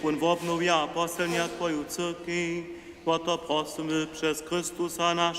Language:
Upper Sorbian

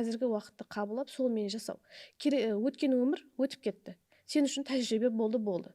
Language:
Kara-Kalpak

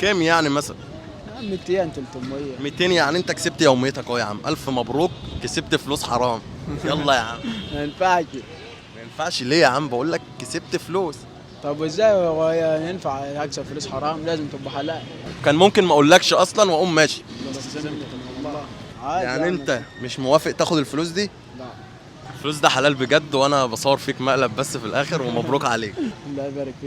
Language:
Egyptian Arabic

